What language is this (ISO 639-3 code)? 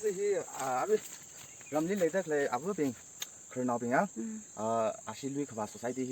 nmf